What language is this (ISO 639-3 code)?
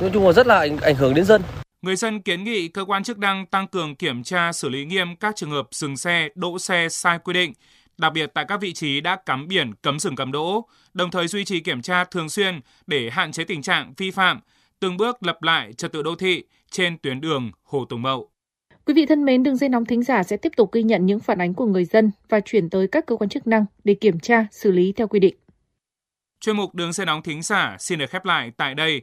vie